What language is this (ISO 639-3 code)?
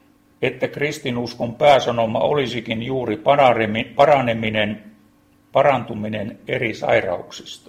fin